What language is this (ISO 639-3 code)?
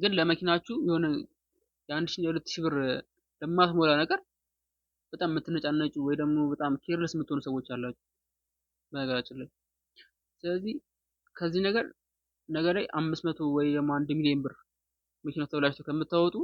amh